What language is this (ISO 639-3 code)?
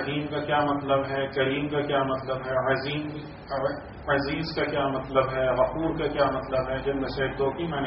urd